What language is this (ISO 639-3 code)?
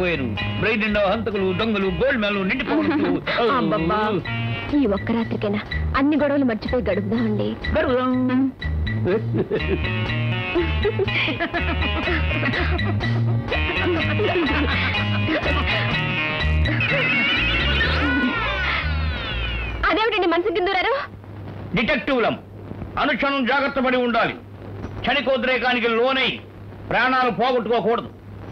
tel